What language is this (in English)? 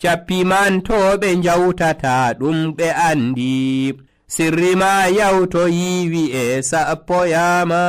Nigerian Fulfulde